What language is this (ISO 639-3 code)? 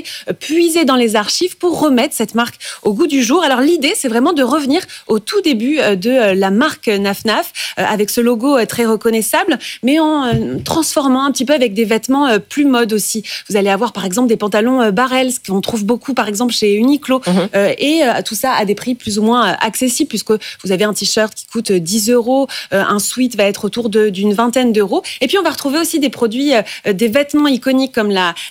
fra